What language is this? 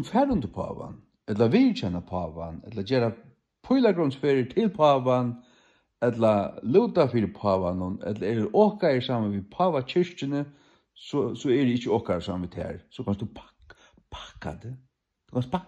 Faroese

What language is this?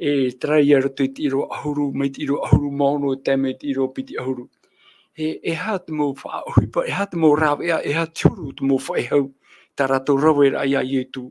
Tahitian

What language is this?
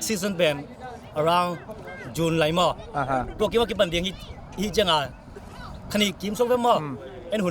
Tedim Chin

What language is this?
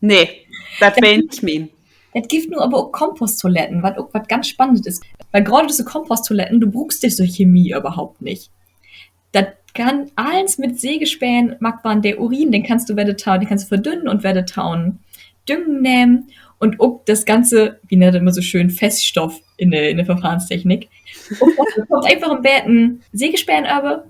Low German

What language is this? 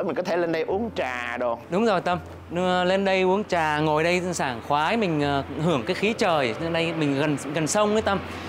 Vietnamese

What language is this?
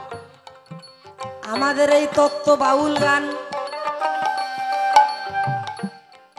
Bangla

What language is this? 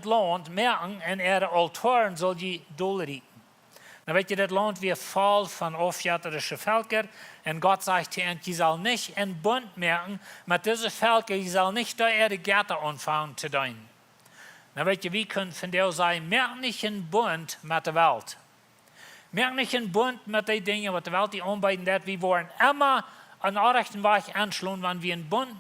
Plautdietsch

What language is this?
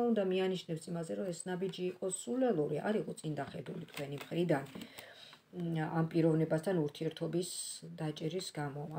Georgian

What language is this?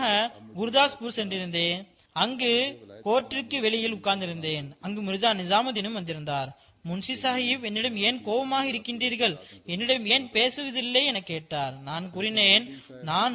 Tamil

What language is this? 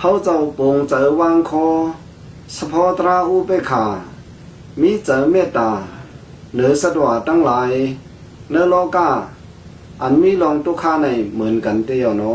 Shan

